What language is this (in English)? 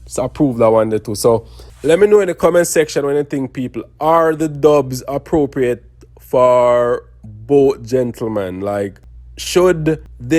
Jamaican Creole English